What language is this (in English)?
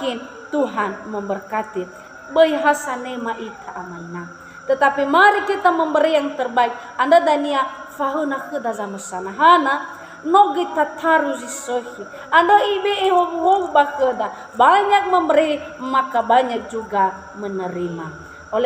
Nias